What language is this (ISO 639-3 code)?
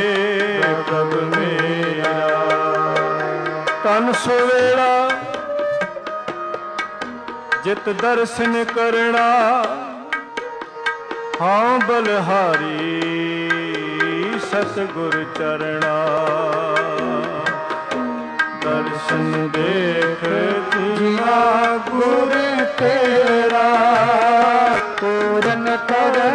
pan